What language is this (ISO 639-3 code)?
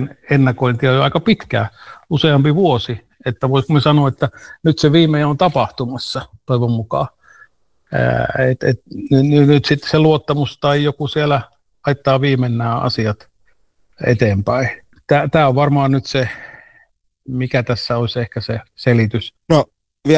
fin